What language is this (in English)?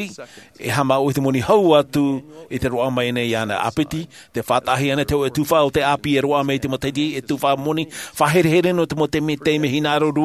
Tahitian